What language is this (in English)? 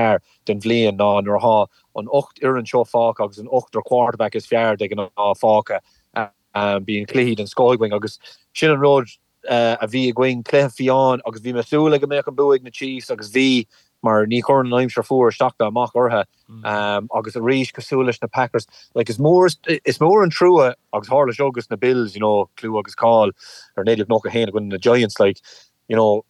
Irish